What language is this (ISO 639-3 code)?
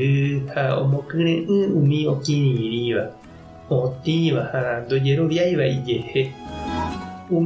grn